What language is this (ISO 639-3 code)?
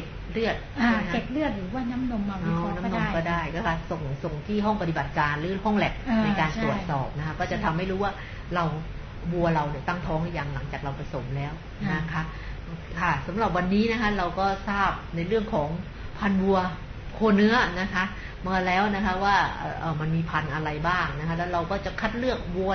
tha